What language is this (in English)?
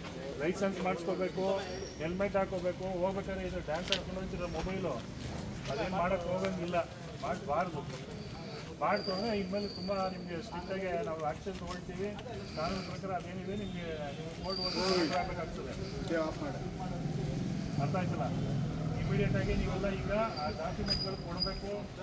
Kannada